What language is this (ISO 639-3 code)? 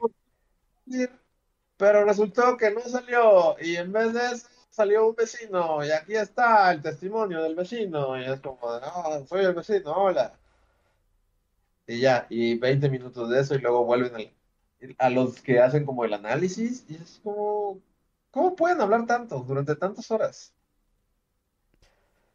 spa